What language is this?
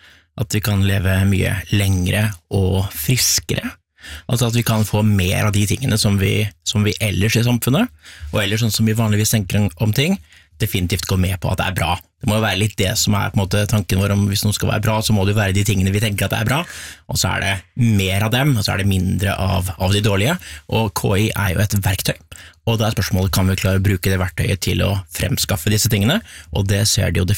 Norwegian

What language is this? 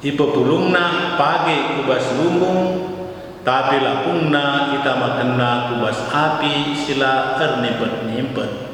Batak Karo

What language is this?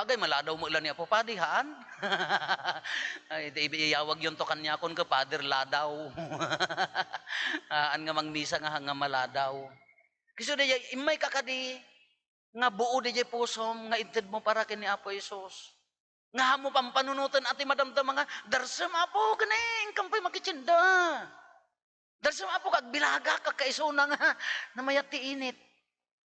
Iloko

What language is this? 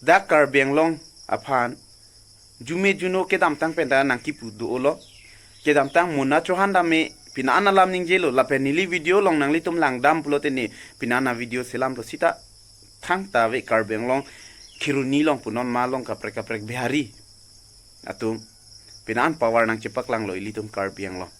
Karbi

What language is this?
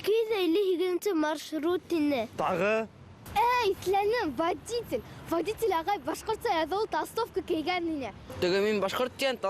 Bashkir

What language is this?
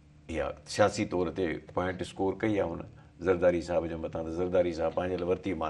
Sindhi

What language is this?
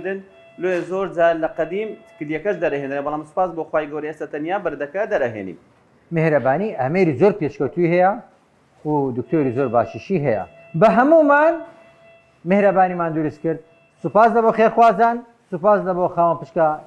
Central Kurdish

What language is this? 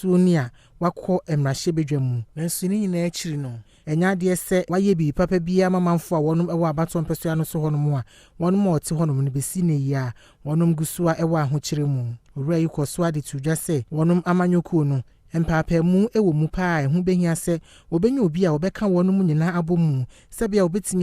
Akan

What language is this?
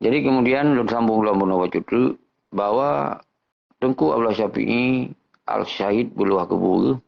Achinese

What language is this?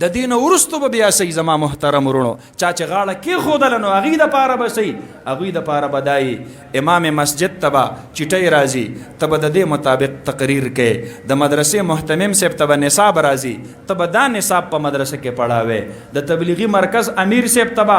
Pashto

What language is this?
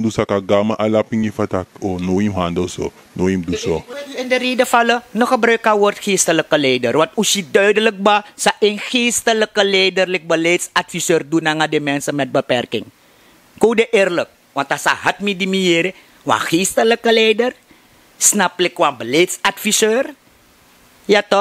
Sranan Tongo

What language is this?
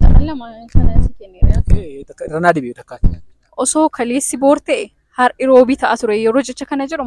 Oromo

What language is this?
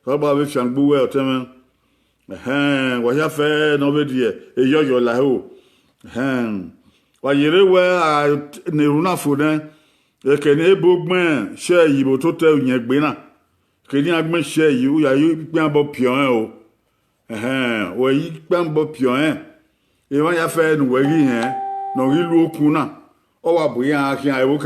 Bini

